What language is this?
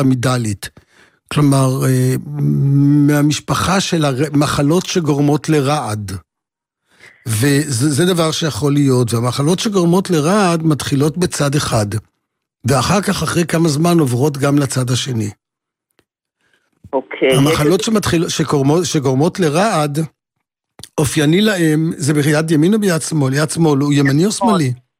Hebrew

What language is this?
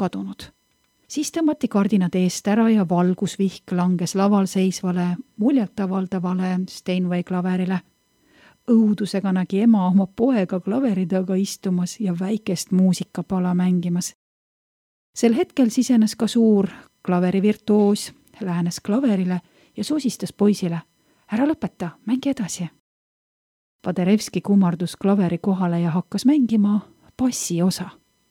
Estonian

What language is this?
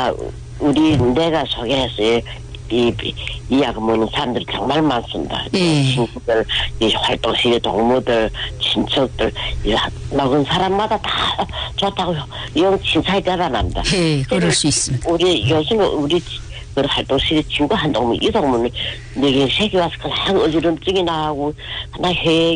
Korean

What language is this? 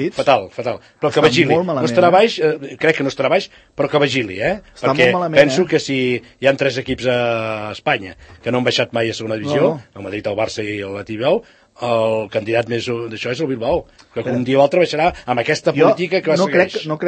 Catalan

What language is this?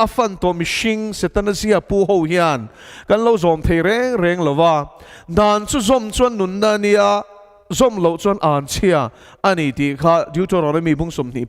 Mizo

